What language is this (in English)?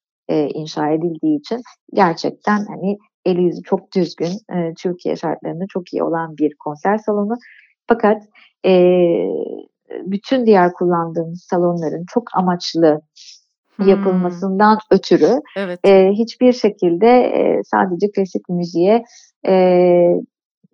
Turkish